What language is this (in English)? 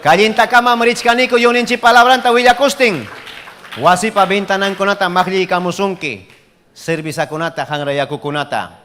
Ayacucho Quechua